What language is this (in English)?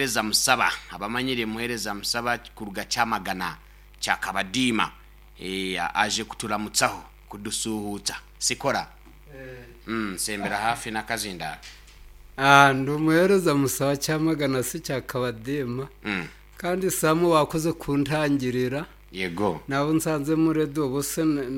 Nyoro